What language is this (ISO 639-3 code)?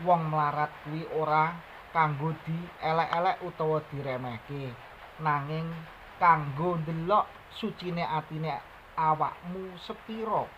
jav